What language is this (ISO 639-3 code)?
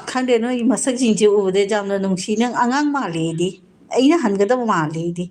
mni